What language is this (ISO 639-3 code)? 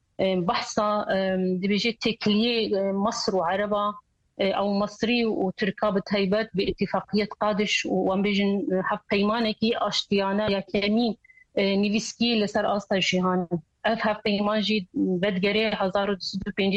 kur